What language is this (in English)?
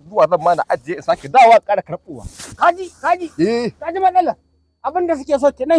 Hausa